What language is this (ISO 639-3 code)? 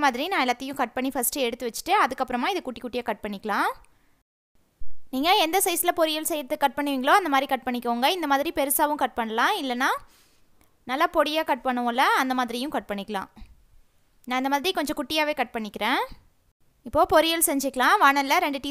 tam